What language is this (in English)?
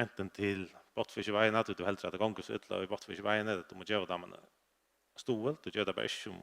Faroese